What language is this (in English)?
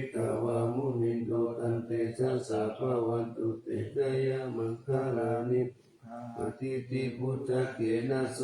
Pali